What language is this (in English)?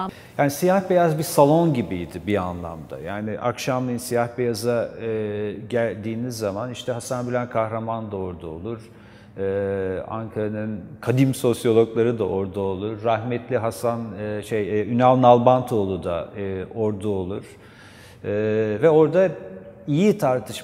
Turkish